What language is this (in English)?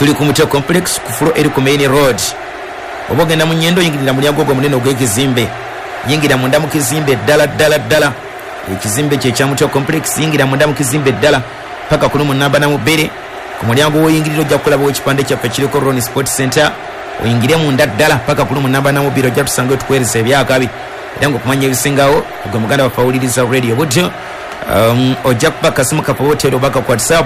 Ganda